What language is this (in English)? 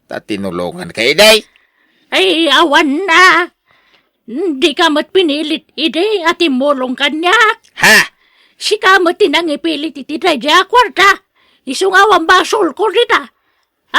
Iloko